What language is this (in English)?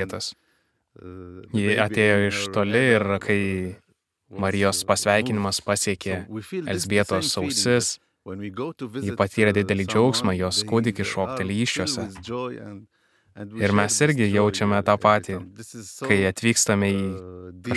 Lithuanian